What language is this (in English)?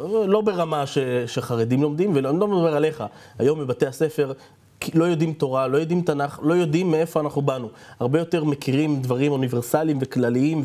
Hebrew